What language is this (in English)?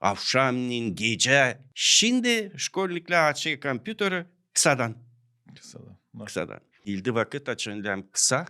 Gagauz